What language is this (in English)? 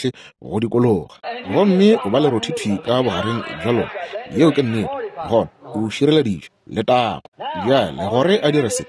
Northern Sotho